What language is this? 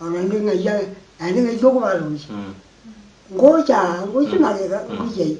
Gusii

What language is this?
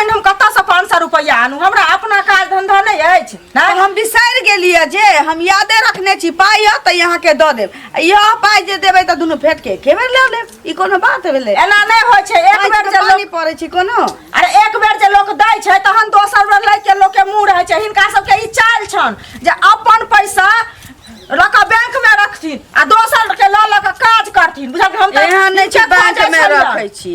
Maithili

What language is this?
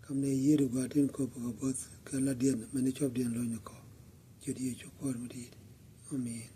Nuer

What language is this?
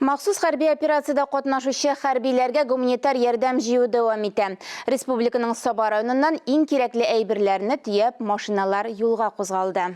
Tatar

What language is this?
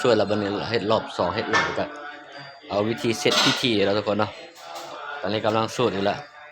Lao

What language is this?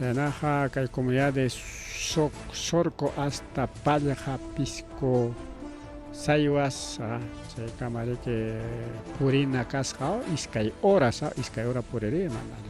Ayacucho Quechua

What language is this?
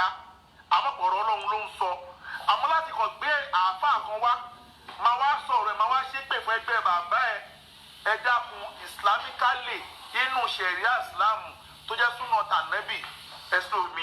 Yoruba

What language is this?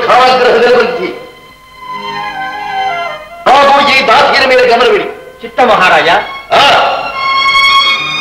Kannada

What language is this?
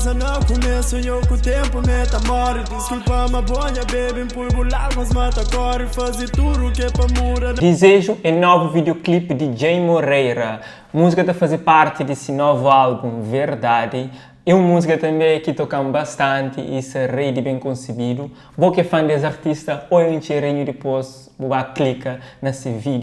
Kabuverdianu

